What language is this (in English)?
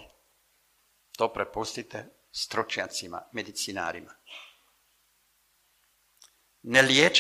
Croatian